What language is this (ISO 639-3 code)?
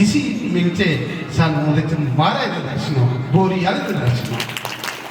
doi